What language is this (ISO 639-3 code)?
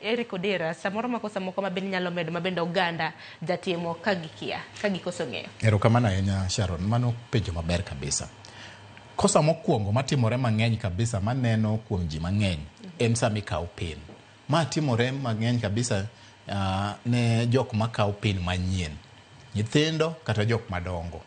luo